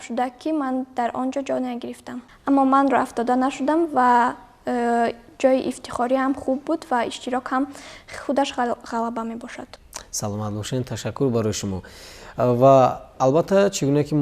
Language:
Tajik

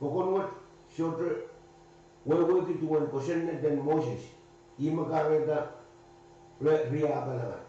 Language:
Pohnpeian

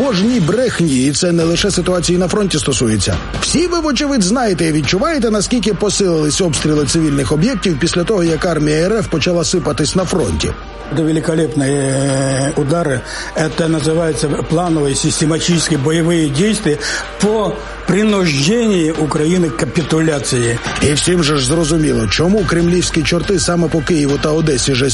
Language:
Ukrainian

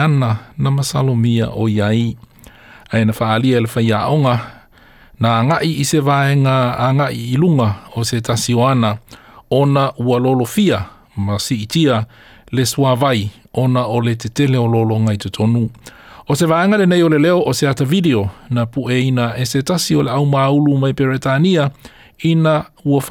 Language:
Samoan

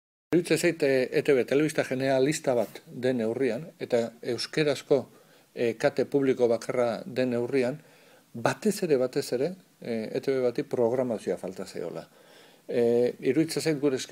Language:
Basque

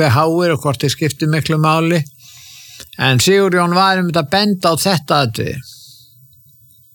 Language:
Icelandic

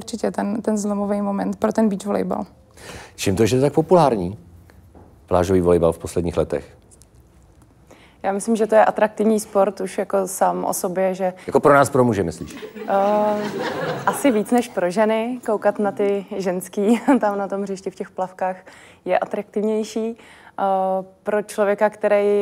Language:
Czech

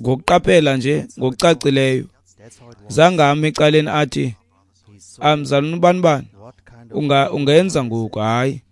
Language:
Xhosa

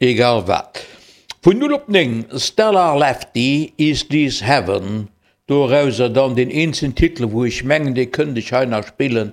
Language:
Luxembourgish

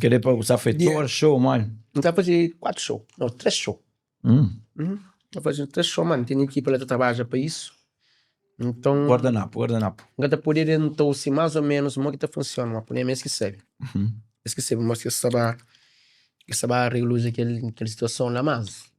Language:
Kabuverdianu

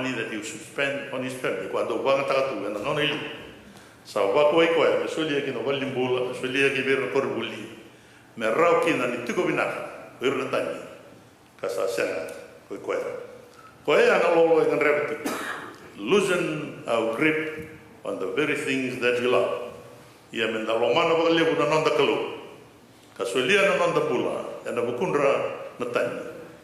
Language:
Fijian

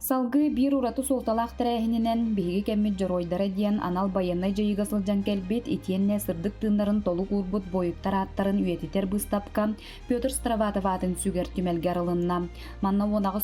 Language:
Yakut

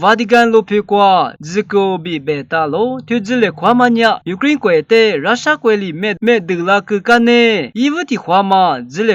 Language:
Lisu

